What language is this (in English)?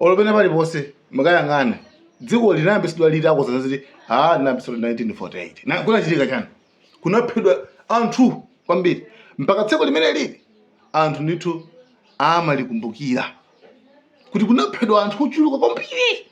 Nyanja